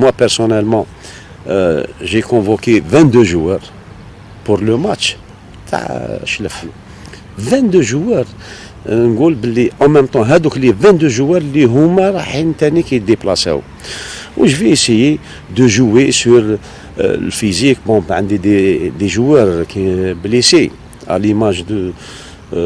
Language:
Algerian Arabic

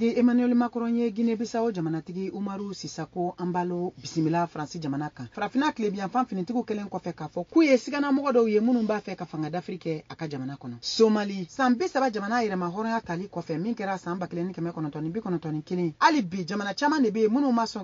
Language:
Bambara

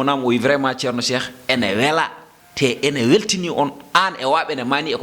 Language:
Fula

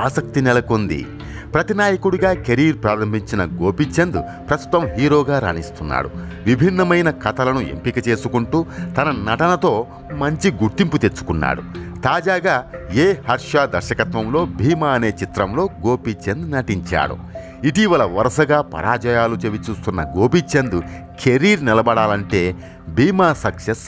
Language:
Telugu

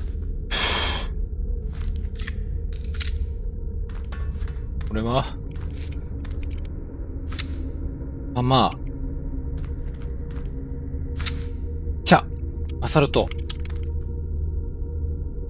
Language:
Japanese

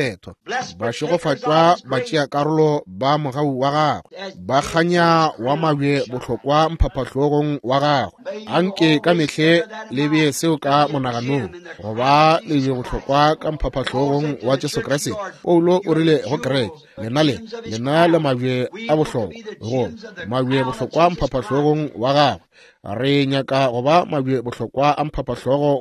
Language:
Northern Sotho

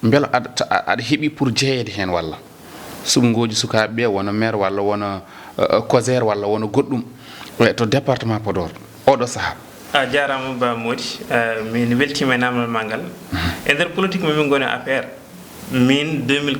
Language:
Fula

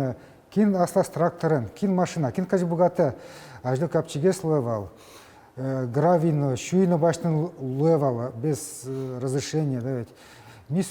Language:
Udmurt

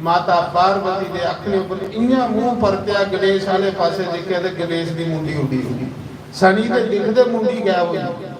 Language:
Dogri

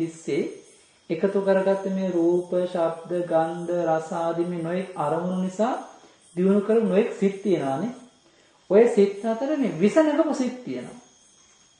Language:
Sinhala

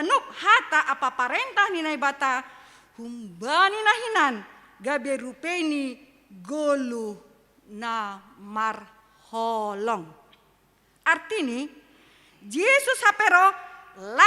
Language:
Batak Simalungun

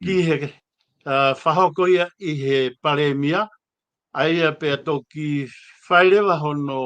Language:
Tongan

